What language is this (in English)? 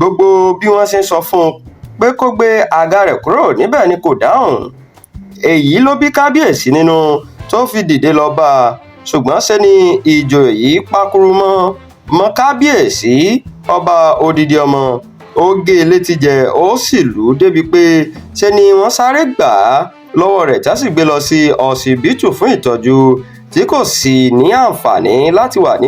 Yoruba